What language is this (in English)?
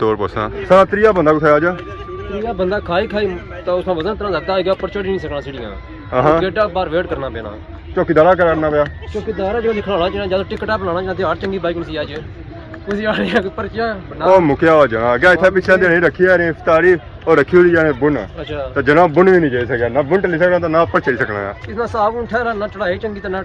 Pahari-Potwari